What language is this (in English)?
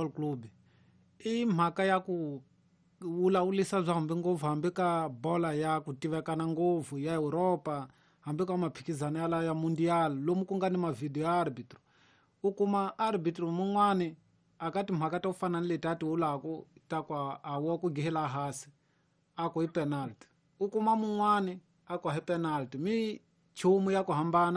Tsonga